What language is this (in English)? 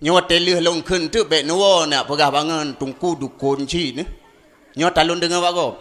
Achinese